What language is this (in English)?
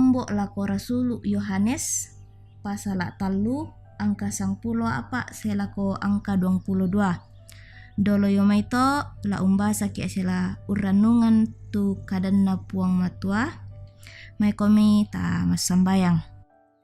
Toraja-Sa'dan